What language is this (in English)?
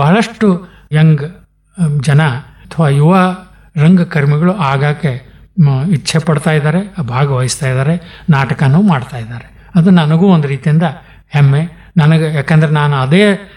Kannada